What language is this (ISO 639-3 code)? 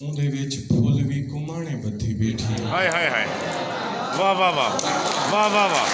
skr